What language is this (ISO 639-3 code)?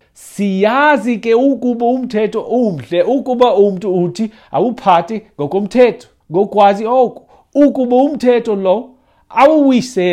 xho